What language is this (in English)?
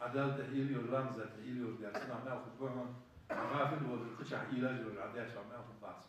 Ingush